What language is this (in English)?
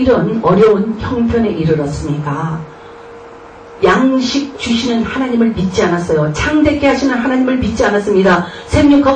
Korean